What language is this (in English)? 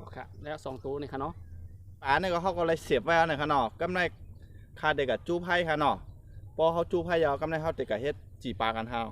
Shan